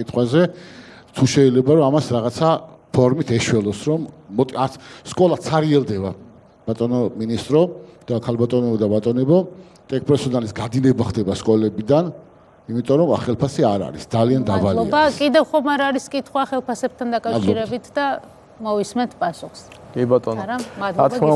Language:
Georgian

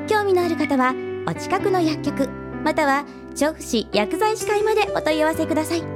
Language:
Japanese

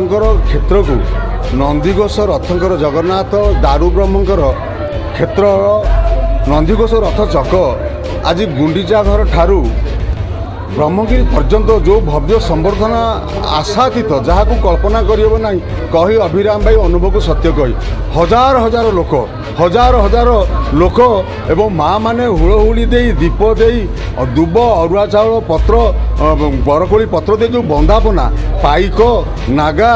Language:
Odia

